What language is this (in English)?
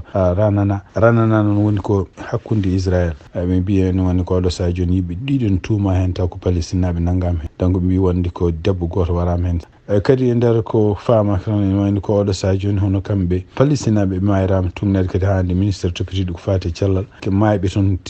Fula